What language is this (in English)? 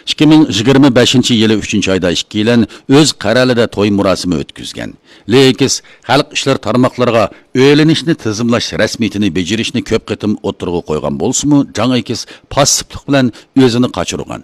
Uyghur